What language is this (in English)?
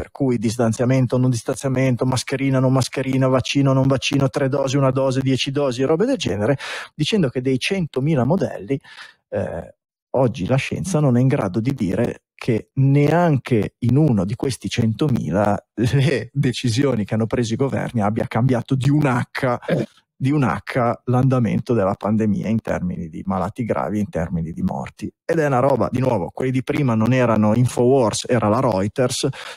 Italian